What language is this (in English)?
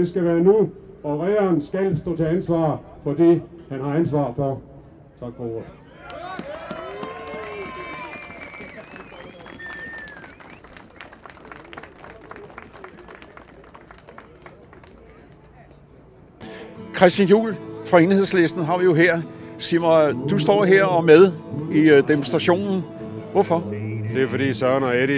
Danish